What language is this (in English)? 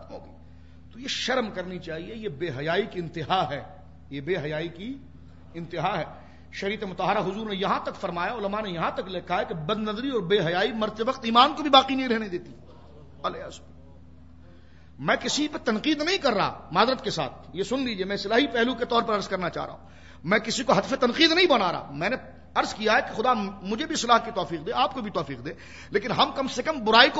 Urdu